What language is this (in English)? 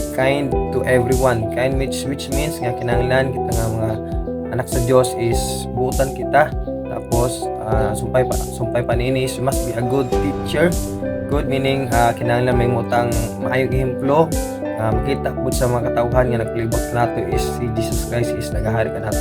Cebuano